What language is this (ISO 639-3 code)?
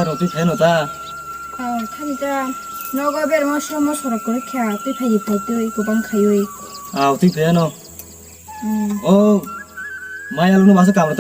trp